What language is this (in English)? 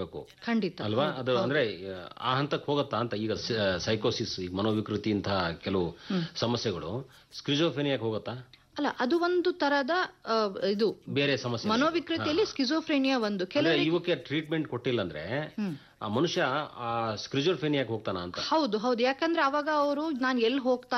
Kannada